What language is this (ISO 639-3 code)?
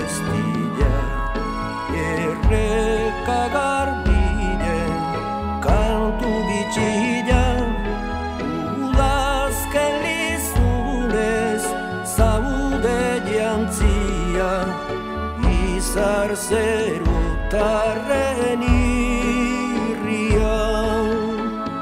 eus